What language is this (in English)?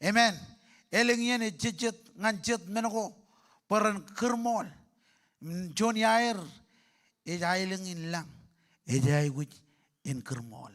Marshallese